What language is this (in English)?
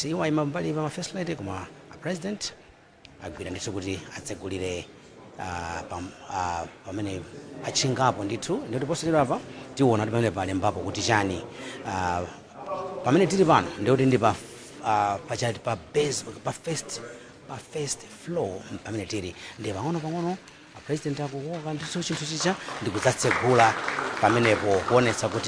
Nyanja